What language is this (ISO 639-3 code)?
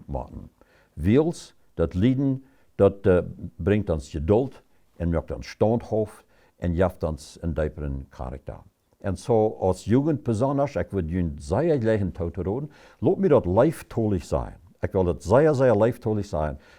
pdt